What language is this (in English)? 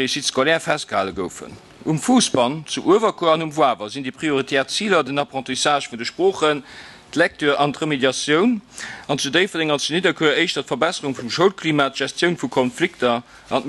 Luxembourgish